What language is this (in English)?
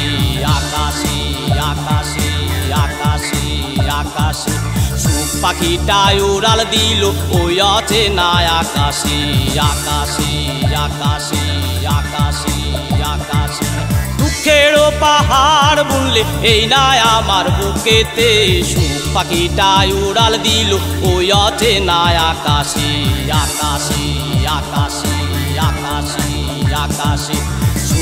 Bangla